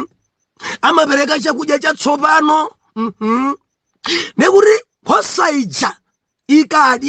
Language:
Nyanja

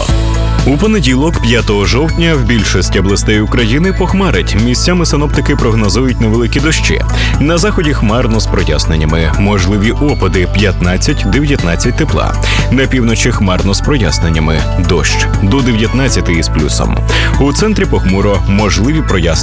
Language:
Ukrainian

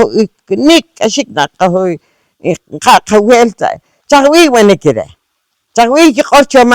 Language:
Poqomchi'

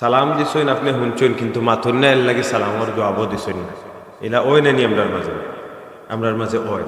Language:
Sylheti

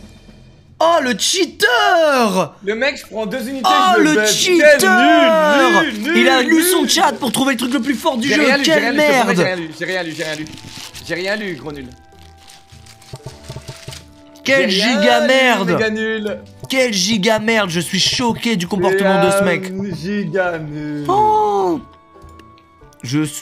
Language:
French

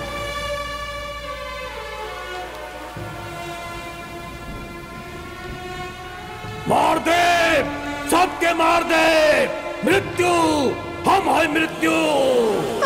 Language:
Bhojpuri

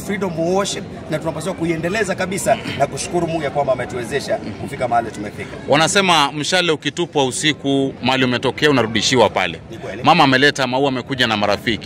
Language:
Swahili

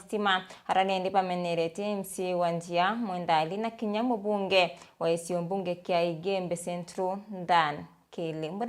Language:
Meru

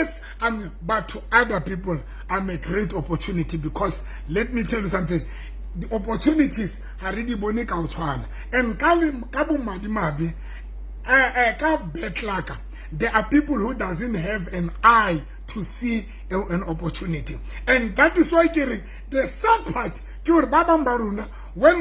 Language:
Southern Sotho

